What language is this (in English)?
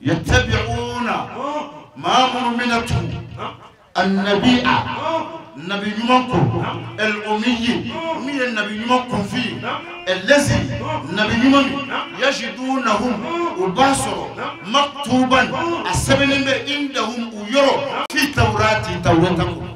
Bambara